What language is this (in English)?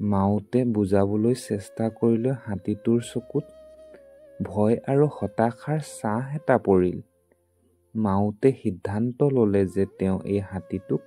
Assamese